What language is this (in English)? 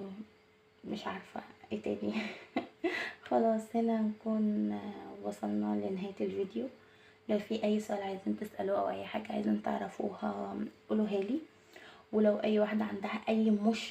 Egyptian Arabic